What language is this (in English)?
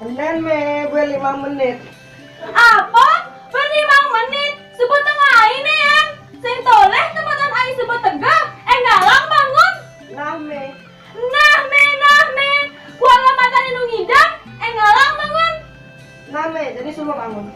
Balinese